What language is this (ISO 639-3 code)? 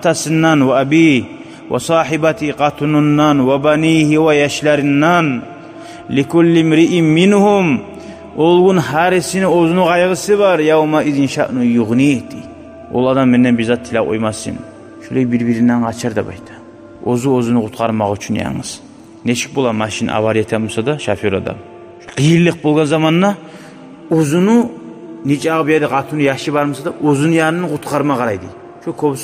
kum